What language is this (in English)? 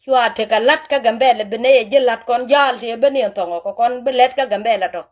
Nuer